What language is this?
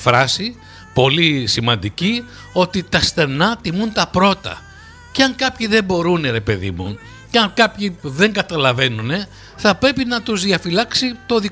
Greek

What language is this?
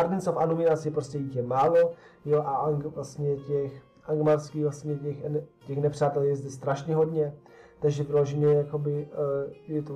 Czech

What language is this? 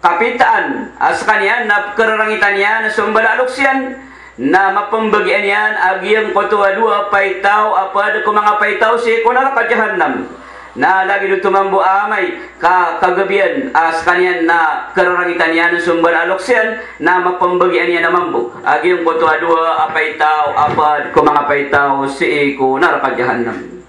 Maranao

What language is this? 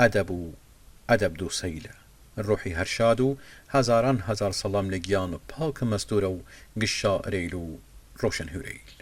Southern Kurdish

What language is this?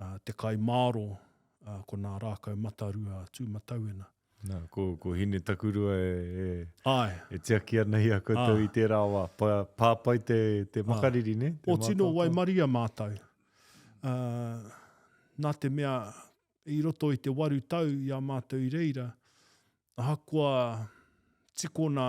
Māori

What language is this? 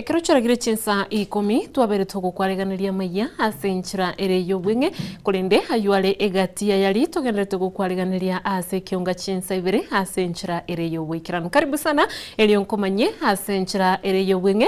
Gusii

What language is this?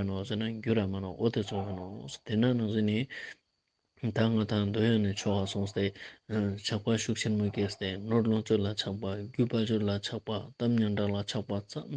Ladakhi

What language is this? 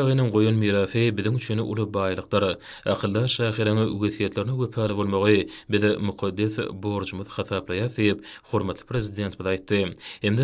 Turkmen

